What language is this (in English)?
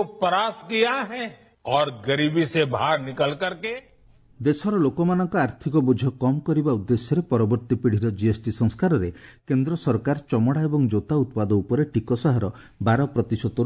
Odia